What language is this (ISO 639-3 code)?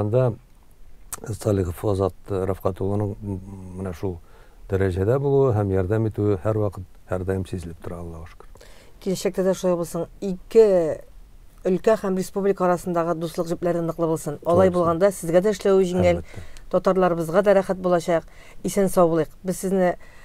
tat